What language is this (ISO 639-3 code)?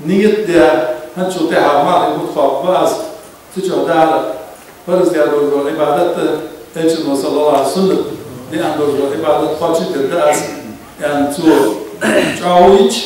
inh